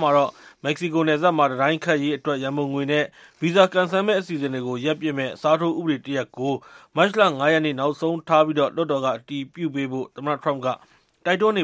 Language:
Burmese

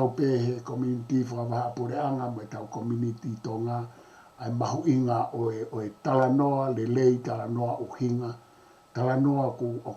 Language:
Tongan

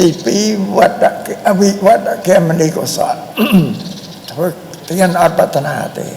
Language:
Khmer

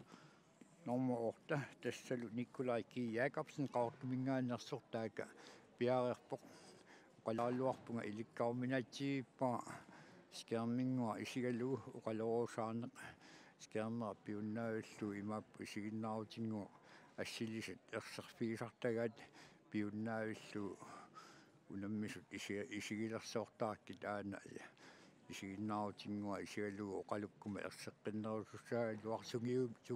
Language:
Kalaallisut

